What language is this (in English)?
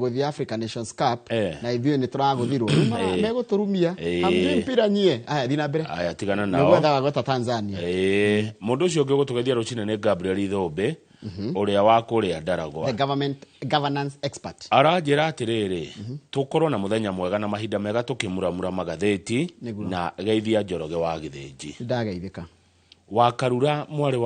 Kikuyu